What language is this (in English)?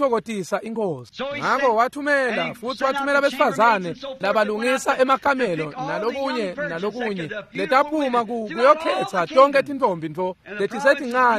Swati